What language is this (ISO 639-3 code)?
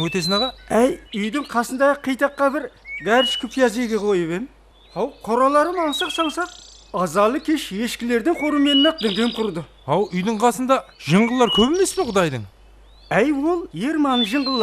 kaa